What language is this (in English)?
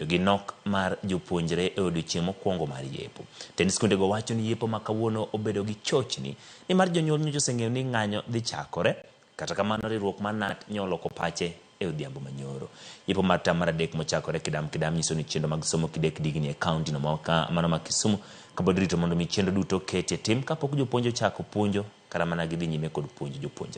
Luo (Kenya and Tanzania)